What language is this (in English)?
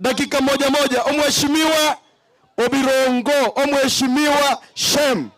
Gusii